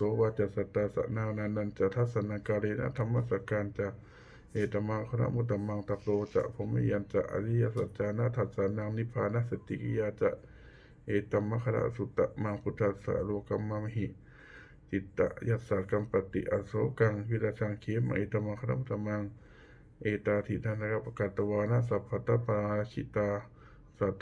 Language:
Pali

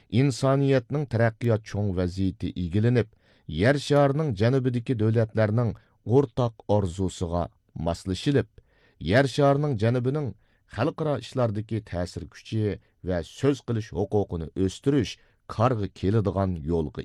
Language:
Uyghur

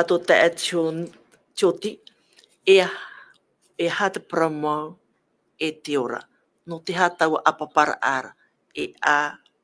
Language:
Tahitian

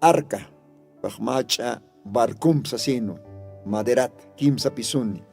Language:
Aymara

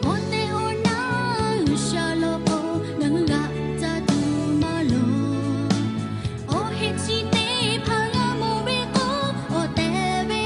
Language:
Lahu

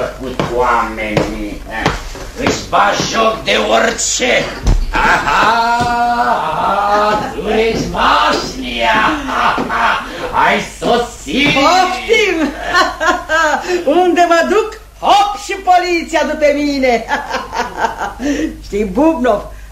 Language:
Romanian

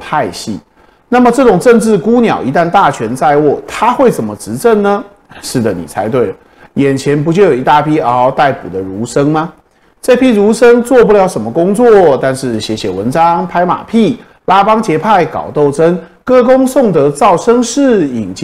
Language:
Chinese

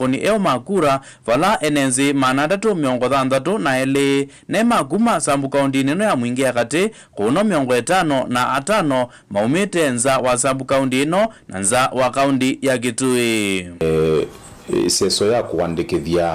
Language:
Kamba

